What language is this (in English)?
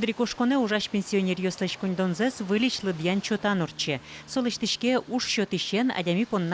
Udmurt